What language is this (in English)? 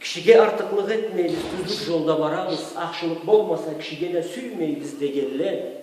Karachay-Balkar